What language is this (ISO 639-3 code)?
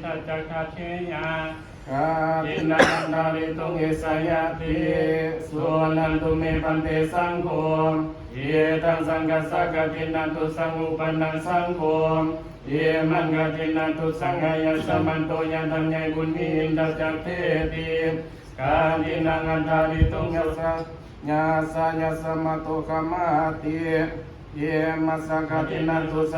pli